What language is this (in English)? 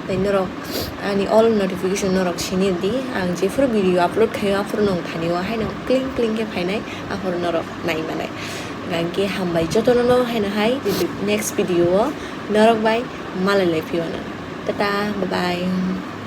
Kok Borok